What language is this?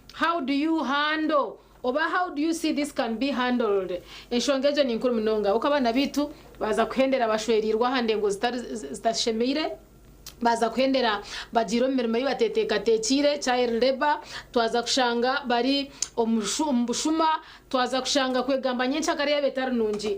Nyankole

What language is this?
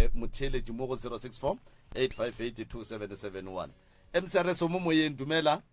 Northern Sotho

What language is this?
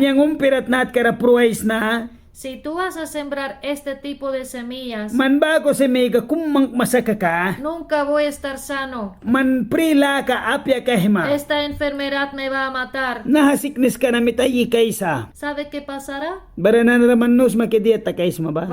Mískito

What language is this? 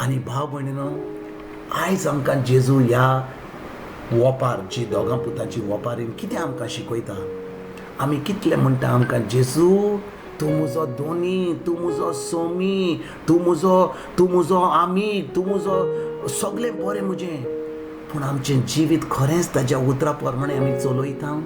Konkani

